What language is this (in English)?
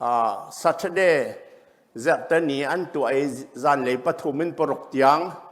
Hakha Chin